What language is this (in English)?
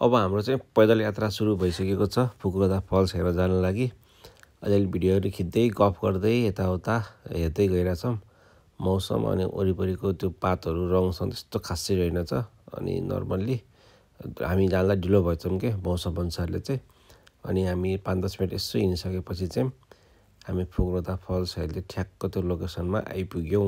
Nepali